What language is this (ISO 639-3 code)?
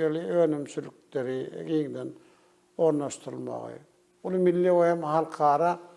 tuk